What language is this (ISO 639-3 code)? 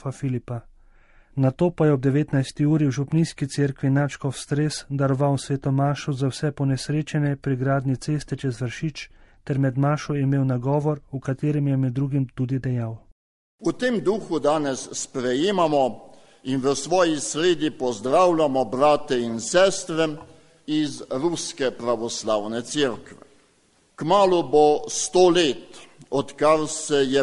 slv